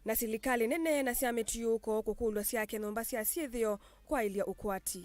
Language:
Kamba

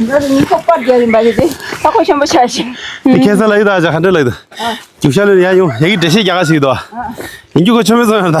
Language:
Tibetan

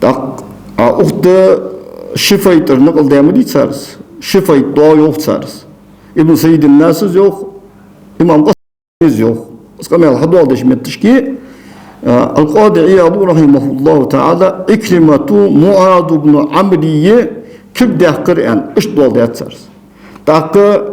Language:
Ingush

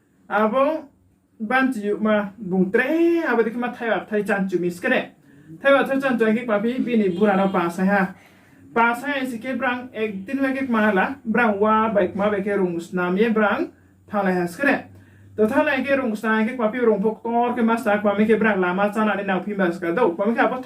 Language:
Riang (India)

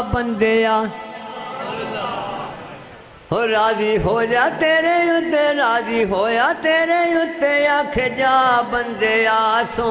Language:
Western Panjabi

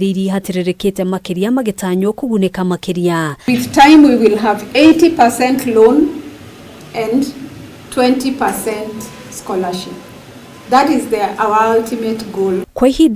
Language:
Kikuyu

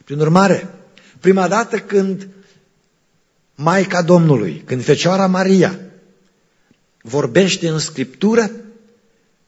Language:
Romanian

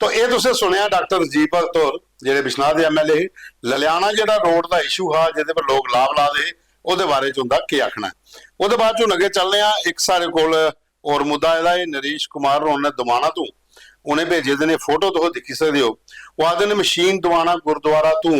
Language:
Dogri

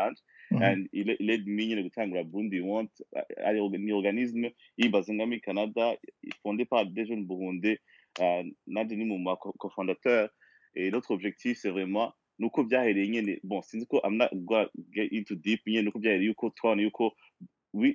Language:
Rundi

